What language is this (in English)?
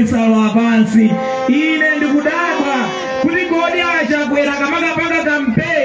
Nyanja